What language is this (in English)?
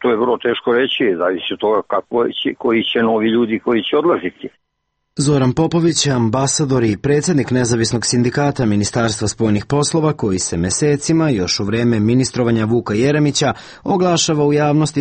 Serbian